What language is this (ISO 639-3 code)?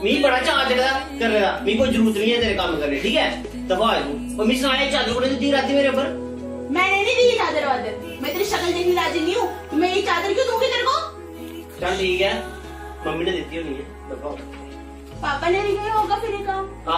doi